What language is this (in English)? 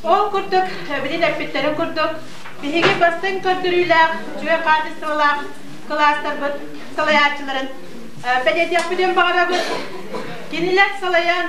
Yakut